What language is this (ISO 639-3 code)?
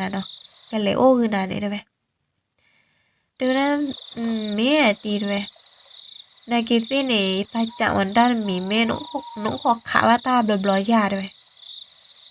ksw